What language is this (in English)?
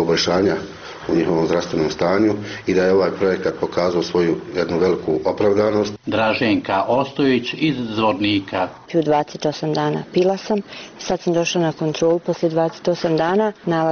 Bosnian